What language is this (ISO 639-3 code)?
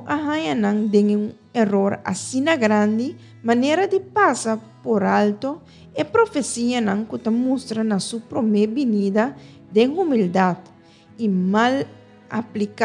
pap